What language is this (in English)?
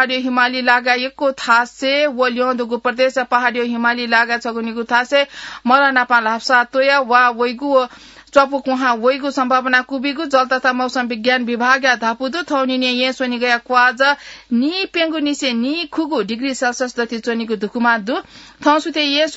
Newari